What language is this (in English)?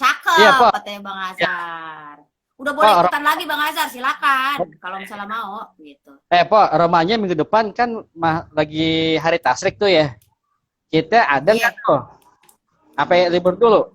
Betawi